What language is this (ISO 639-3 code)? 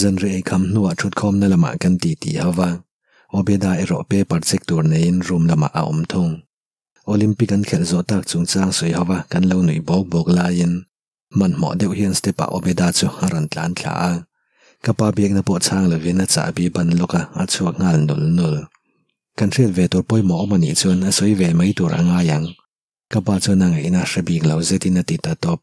lus